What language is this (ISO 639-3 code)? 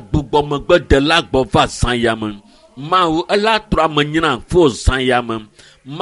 ewe